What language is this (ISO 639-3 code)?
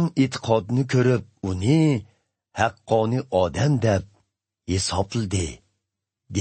uig